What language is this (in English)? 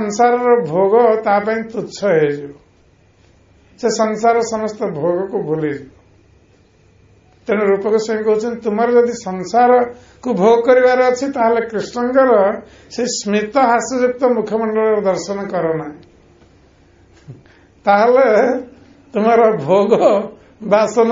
Odia